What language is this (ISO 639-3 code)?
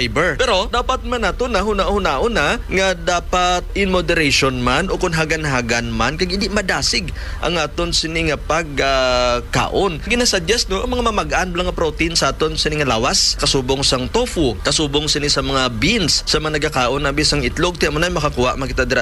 hil